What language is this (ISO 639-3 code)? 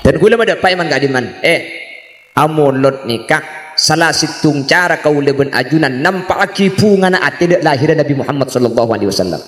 mad